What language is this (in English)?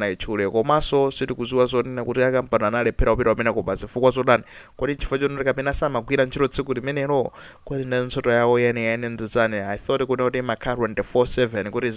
Nyanja